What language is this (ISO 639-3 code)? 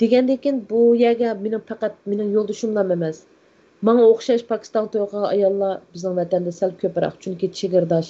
uig